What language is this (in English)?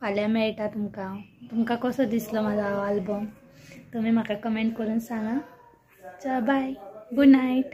Konkani